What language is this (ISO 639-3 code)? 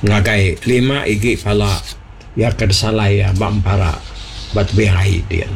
iba